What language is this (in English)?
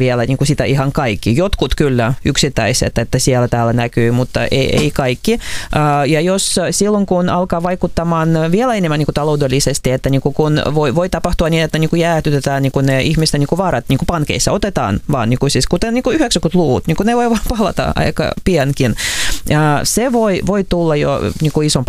Finnish